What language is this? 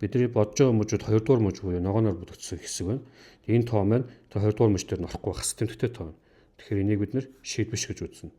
Mongolian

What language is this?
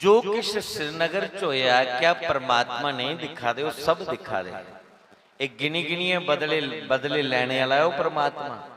Dogri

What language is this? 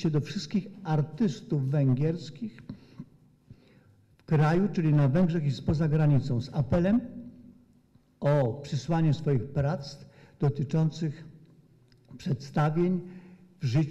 Polish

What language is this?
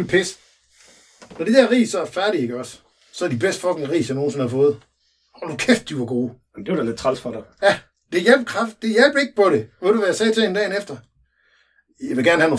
Danish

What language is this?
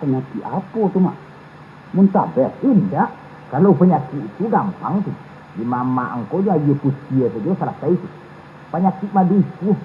Minangkabau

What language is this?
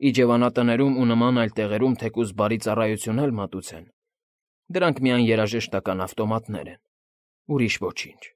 Armenian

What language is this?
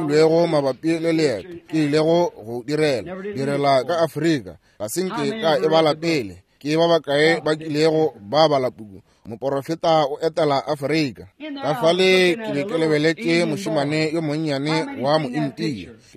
Northern Sotho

